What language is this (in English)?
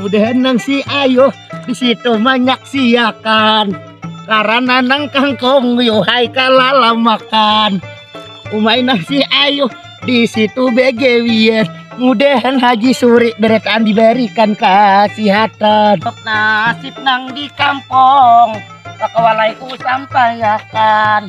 Banjar